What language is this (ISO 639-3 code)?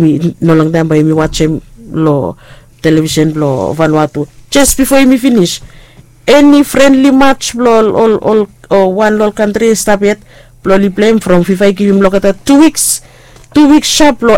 bis